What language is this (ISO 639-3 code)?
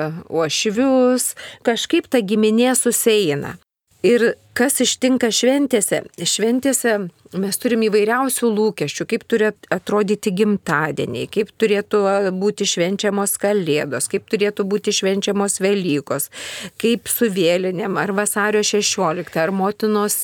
lit